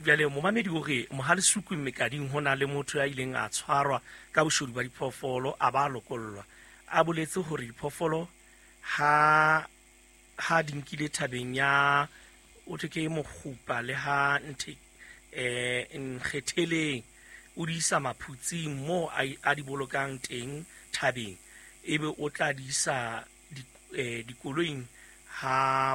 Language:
Southern Sotho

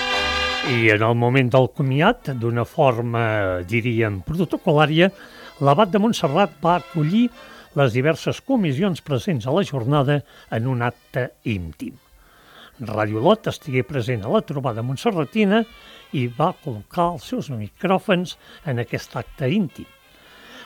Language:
Catalan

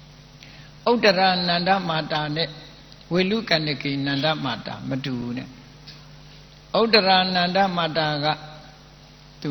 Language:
Burmese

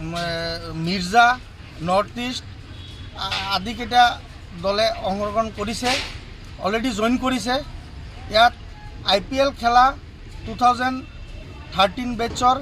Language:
Assamese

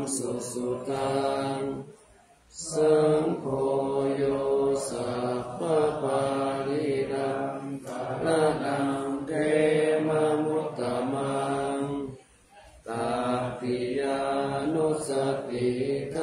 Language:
Pali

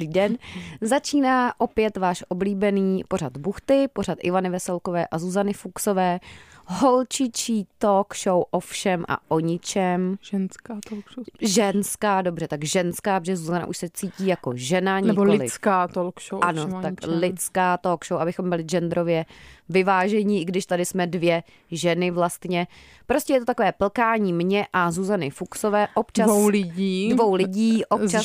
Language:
Czech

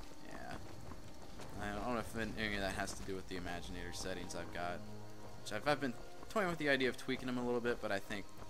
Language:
English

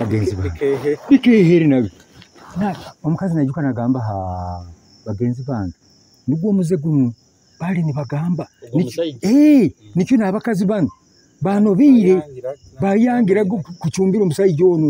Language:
Nyoro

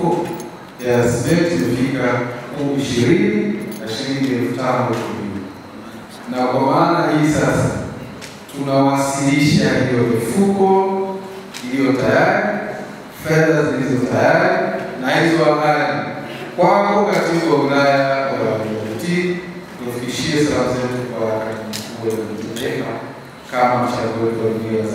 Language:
Swahili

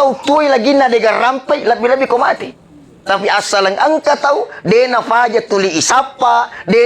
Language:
Buginese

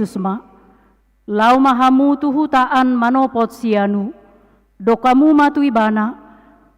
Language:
Batak Toba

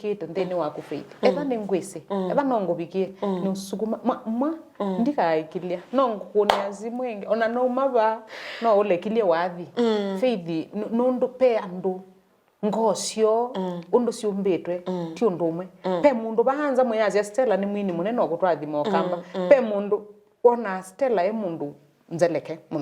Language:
Kamba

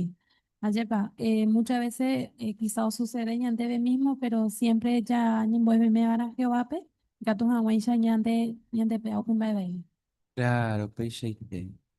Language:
Guarani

